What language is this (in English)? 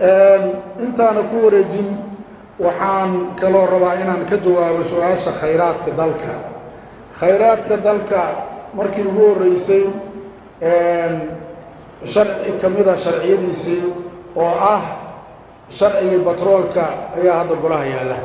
Somali